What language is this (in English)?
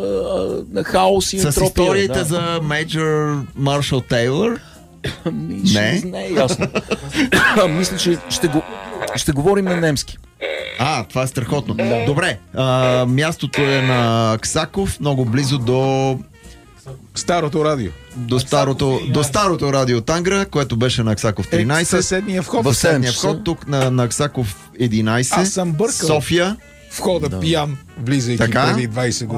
Bulgarian